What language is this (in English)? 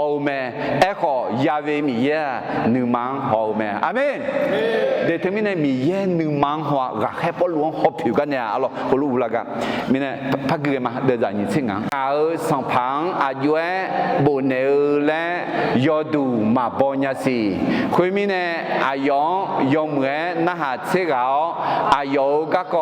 Akha